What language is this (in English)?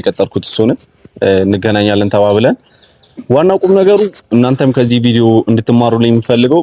Amharic